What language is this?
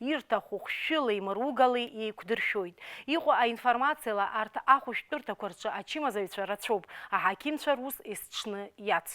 Abkhazian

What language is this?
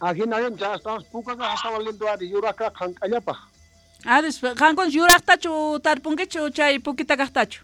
South Bolivian Quechua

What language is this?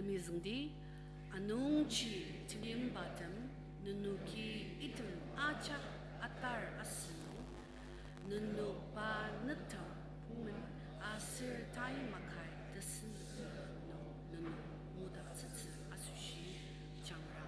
Ao Naga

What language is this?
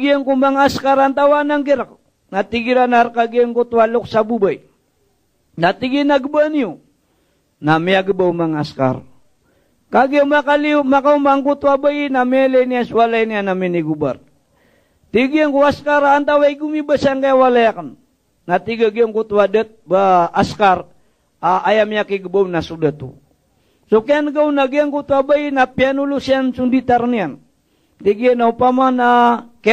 Maranao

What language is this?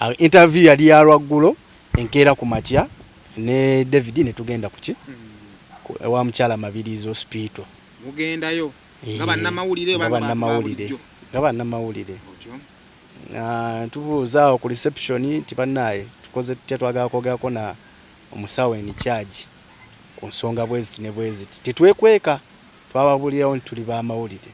Ganda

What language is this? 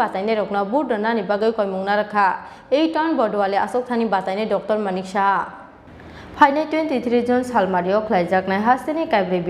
Kok Borok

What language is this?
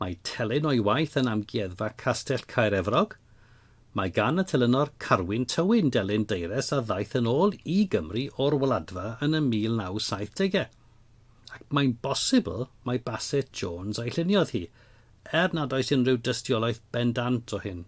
Welsh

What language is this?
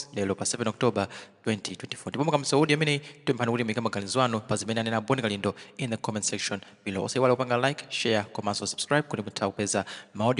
Nyanja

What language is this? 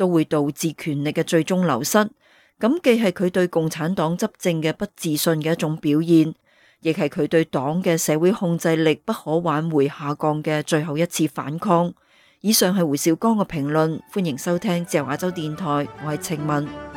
Cantonese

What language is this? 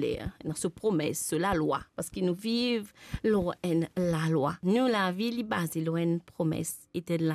Morisyen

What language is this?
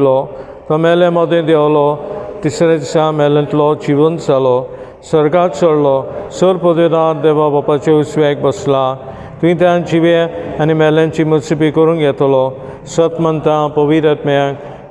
Konkani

